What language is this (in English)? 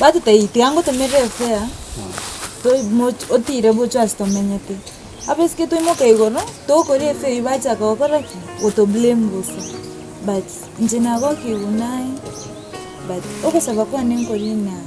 Gusii